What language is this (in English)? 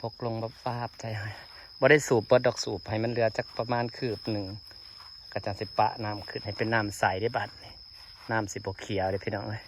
Northeastern Thai